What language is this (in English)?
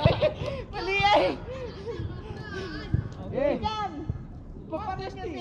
Filipino